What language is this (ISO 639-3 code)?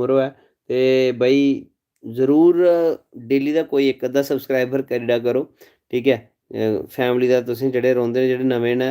doi